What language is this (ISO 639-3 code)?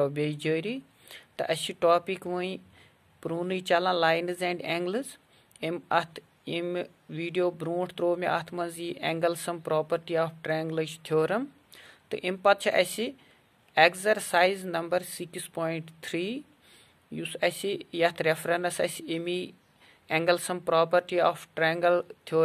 kas